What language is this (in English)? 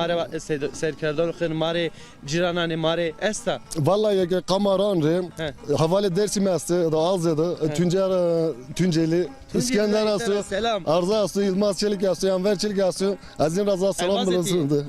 Zaza